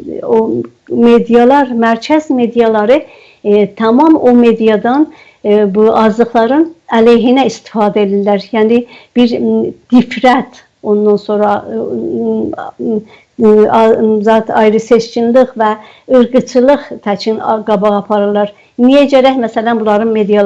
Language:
South Azerbaijani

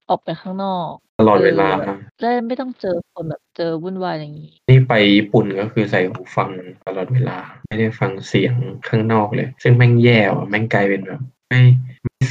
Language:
Thai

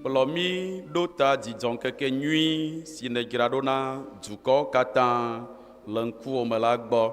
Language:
Ewe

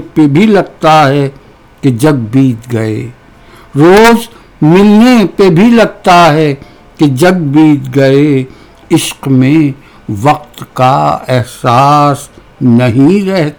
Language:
Urdu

